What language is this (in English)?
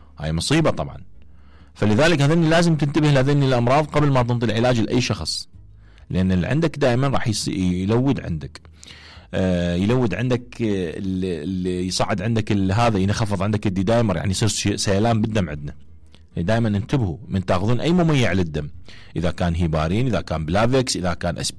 Mesopotamian Arabic